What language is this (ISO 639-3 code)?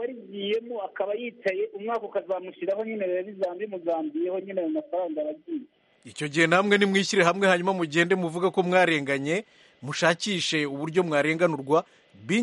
kin